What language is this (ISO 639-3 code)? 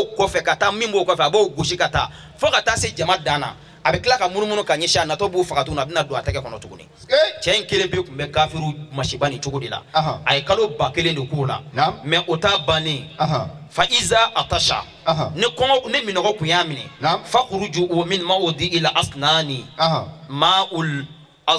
bam